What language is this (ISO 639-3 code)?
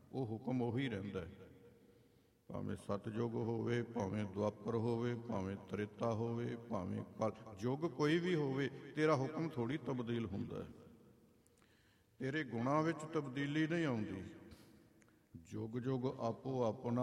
pan